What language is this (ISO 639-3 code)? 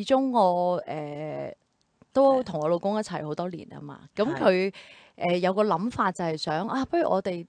yue